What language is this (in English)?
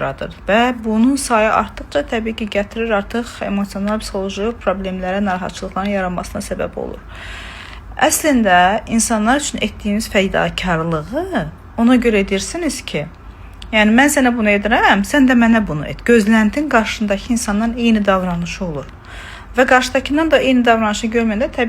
Azerbaijani